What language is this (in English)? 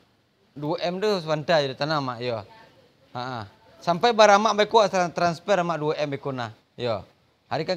Minangkabau